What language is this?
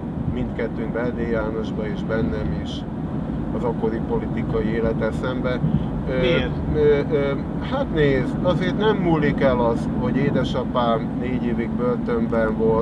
Hungarian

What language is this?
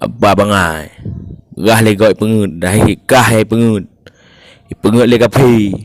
Achinese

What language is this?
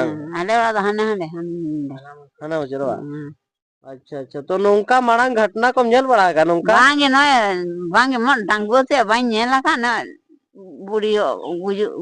Santali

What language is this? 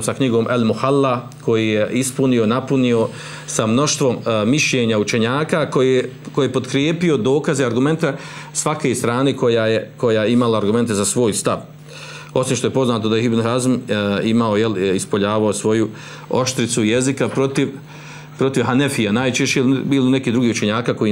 Bosnian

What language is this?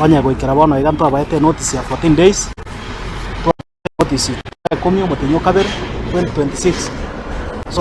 Gusii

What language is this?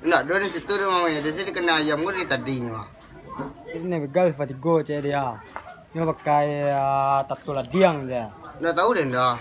Minangkabau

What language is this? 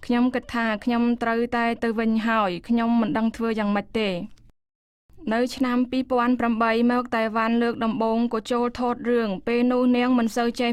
Khmer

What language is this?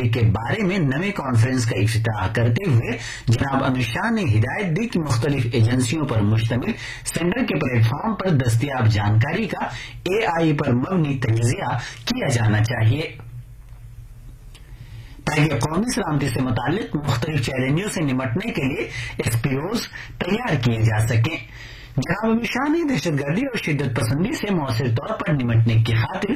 Urdu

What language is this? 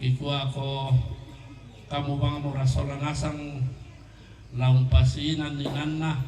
Toraja-Sa'dan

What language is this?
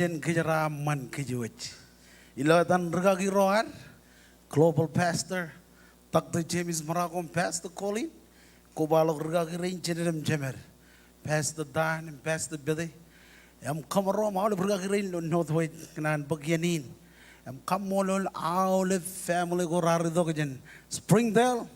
Marshallese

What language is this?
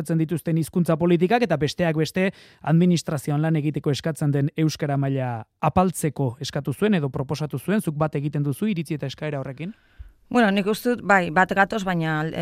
Basque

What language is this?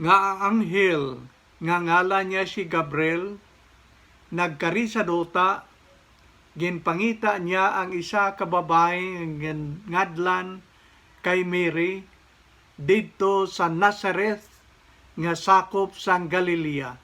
Hiligaynon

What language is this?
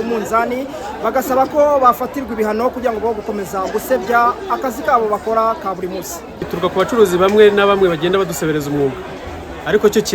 Kinyarwanda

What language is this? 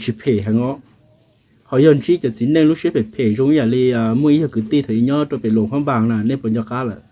Hmong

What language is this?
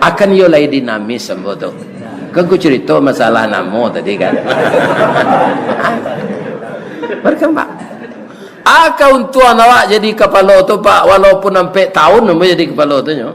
Minangkabau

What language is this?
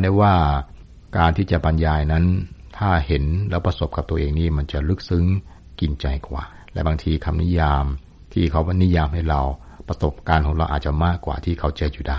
Thai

